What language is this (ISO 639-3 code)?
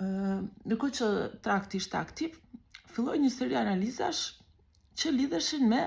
sqi